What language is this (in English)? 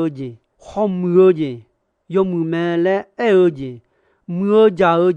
Akha